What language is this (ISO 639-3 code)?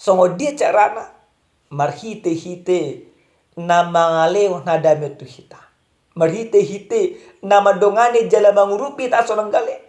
bbc